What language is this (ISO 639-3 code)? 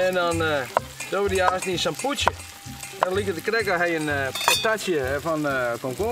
fry